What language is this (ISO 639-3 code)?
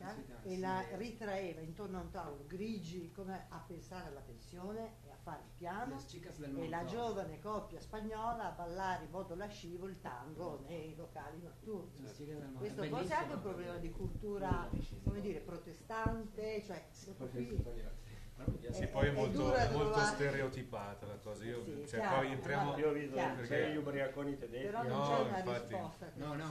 ita